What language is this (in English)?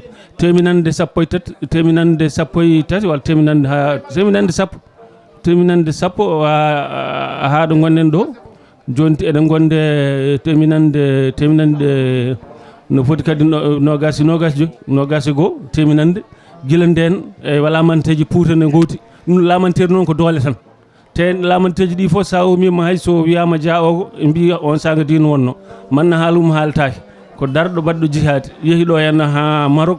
Fula